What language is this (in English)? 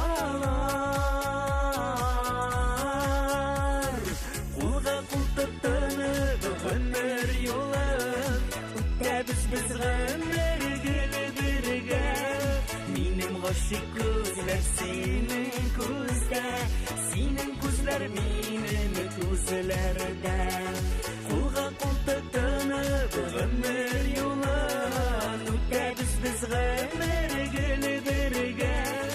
Bashkir